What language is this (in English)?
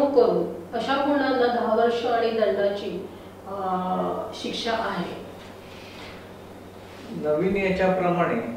Marathi